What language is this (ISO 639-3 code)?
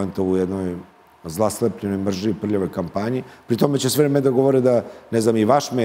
srp